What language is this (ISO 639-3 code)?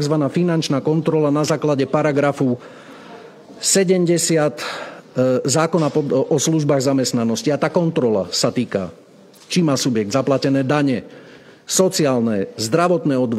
slk